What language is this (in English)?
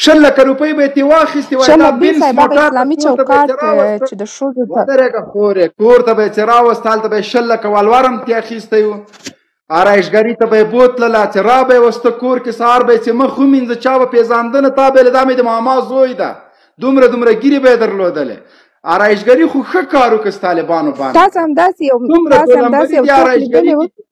Pashto